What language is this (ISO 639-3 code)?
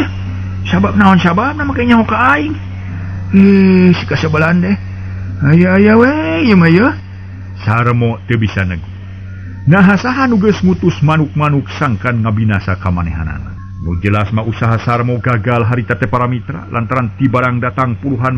sun